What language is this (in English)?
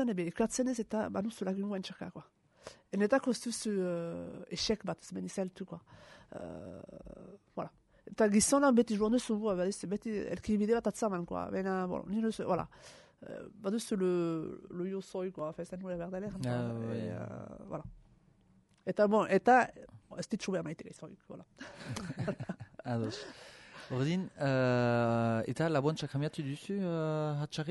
Basque